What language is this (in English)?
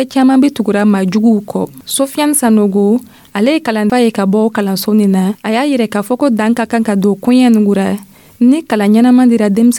Dyula